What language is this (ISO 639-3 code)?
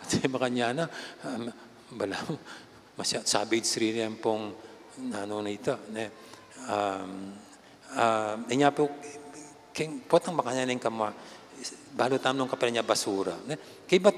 pam